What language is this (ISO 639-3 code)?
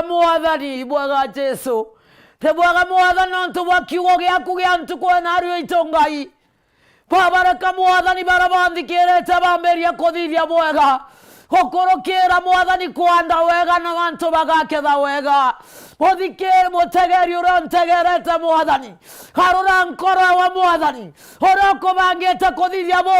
mer